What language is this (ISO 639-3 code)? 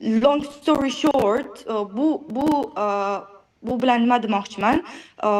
uzb